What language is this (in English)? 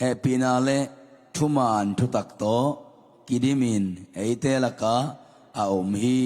Tedim Chin